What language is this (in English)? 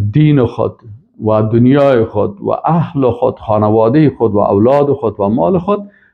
Persian